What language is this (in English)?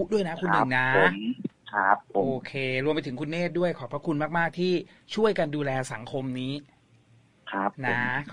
Thai